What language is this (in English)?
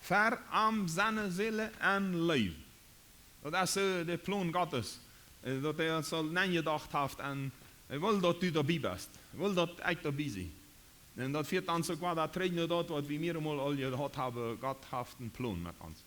Plautdietsch